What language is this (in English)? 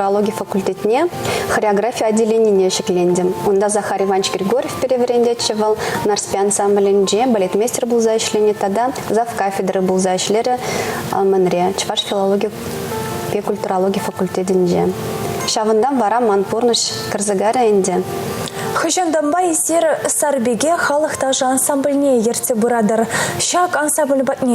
Chuvash